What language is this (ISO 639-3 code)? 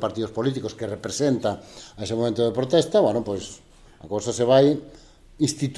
glg